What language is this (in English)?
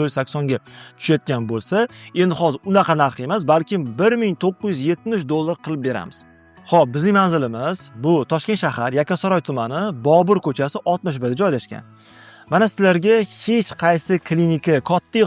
Uzbek